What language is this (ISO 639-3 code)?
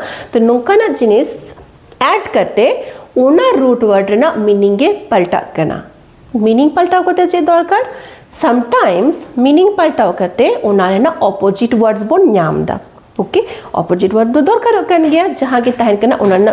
sat